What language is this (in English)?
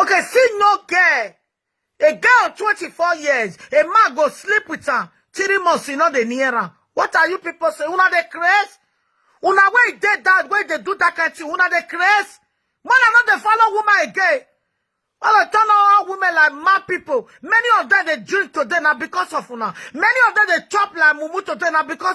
Nigerian Pidgin